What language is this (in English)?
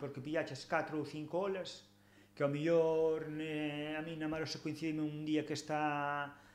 Galician